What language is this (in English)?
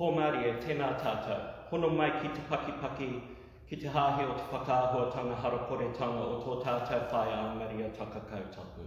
Māori